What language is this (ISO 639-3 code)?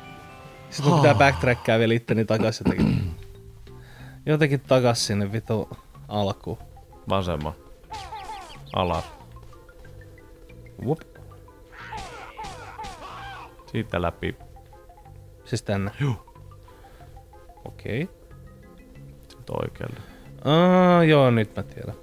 fin